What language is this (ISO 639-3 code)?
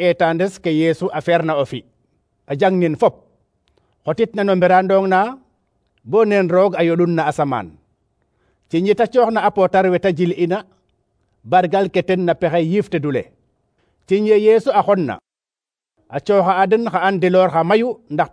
srr